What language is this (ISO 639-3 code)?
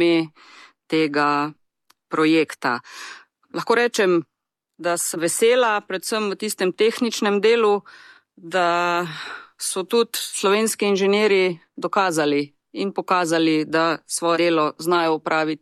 slv